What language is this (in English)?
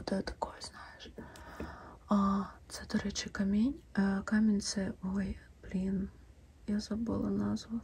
Ukrainian